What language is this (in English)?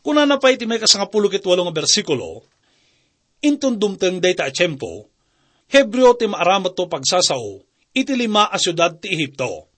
Iloko